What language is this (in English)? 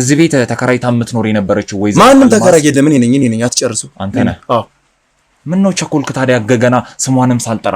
Amharic